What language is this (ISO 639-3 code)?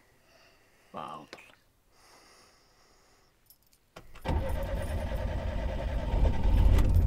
fin